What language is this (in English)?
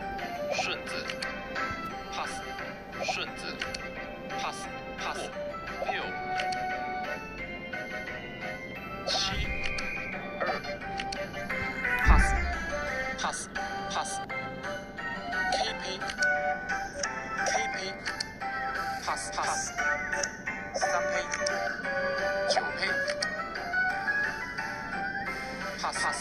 Chinese